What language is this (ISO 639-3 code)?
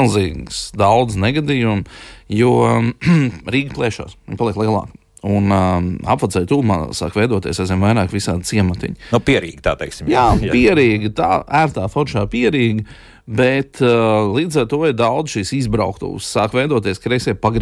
lav